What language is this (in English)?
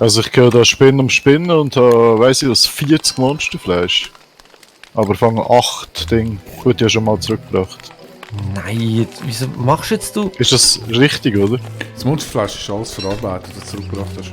Swiss German